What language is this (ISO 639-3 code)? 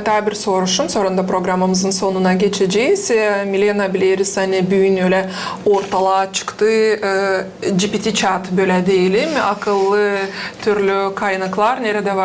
gag